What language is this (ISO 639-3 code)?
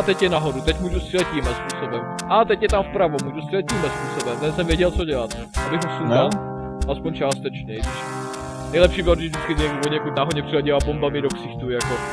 ces